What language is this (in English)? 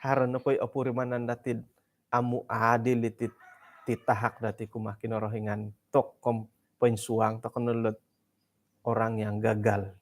Central Dusun